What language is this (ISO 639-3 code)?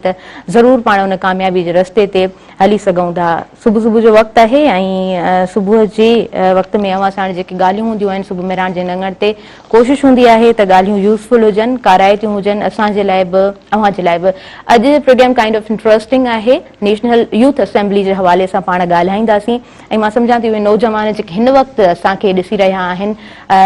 snd